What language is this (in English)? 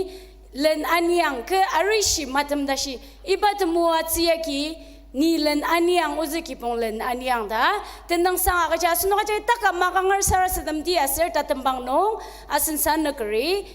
Ao Naga